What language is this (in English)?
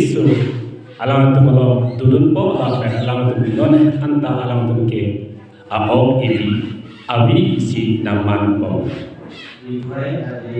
Karbi